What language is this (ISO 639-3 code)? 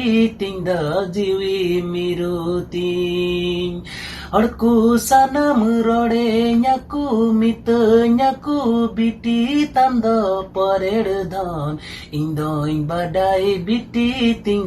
sat